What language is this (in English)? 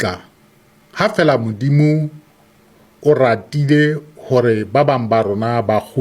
Southern Sotho